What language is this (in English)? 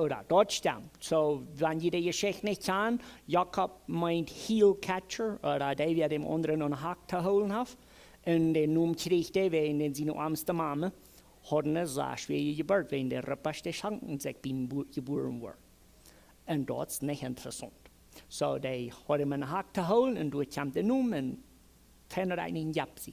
Plautdietsch